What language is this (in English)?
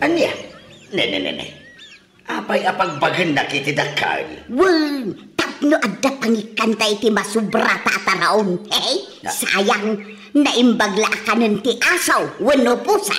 Iloko